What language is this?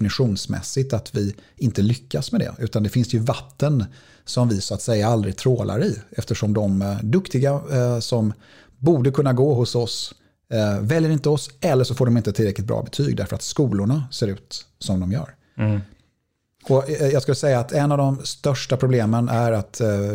Swedish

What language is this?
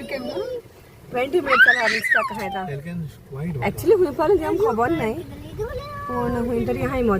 Konkani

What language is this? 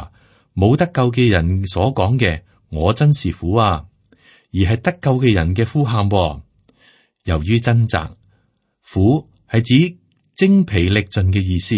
Cantonese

